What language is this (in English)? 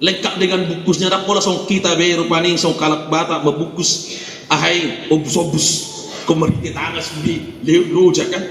Batak Toba